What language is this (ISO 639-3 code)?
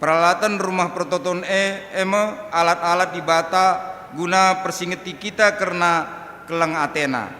btx